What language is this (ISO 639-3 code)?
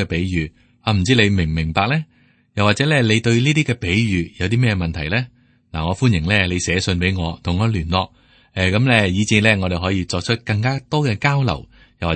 yue